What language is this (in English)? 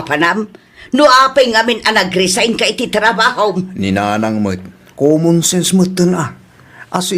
Iloko